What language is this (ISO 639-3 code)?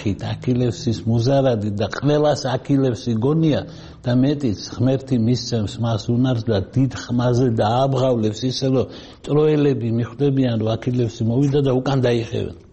kat